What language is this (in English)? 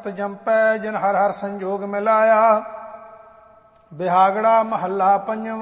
Punjabi